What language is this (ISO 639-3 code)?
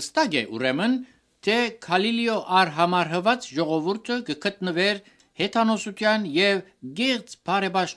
hye